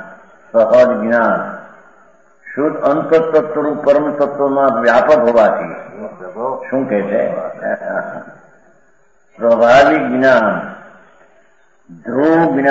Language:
Gujarati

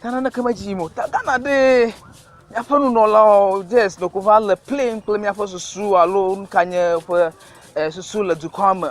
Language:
Ewe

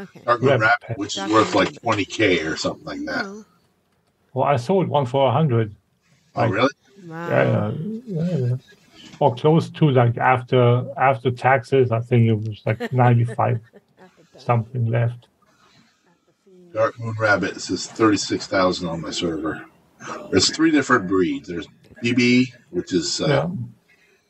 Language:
English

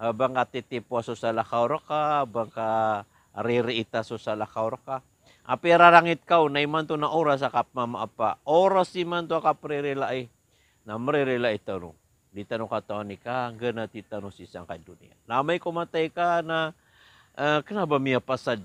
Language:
Maranao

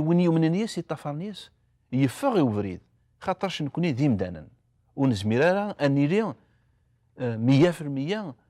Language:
Kabyle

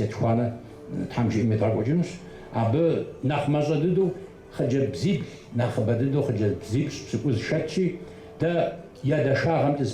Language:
Kabardian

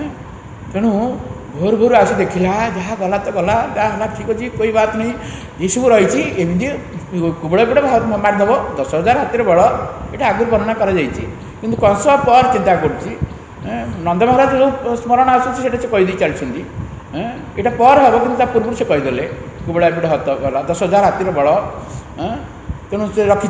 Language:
Odia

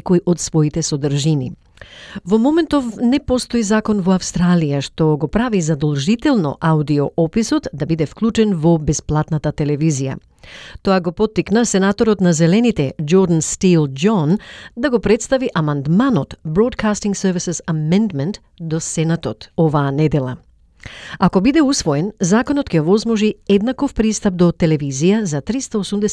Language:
Macedonian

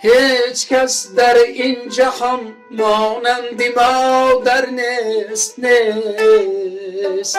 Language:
Tajik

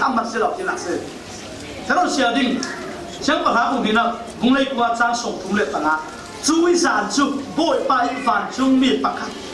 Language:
Falam Chin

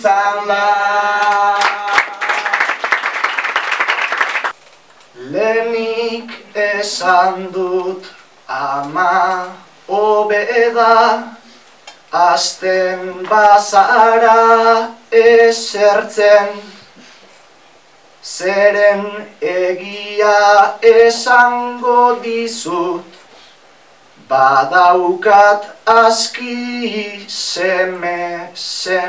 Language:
Basque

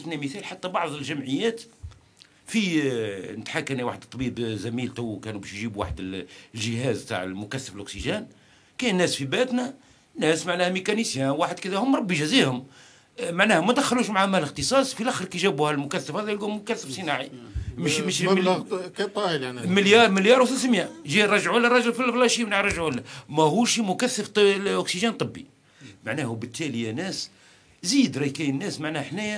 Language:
Algerian Arabic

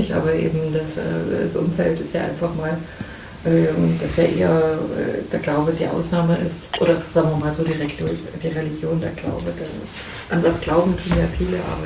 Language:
German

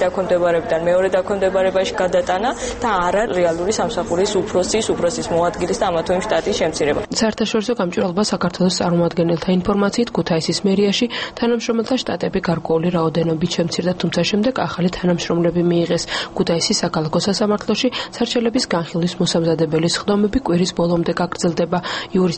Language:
Georgian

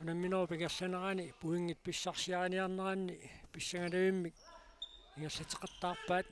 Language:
Kalaallisut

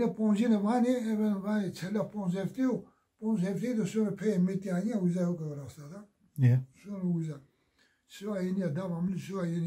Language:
Zaza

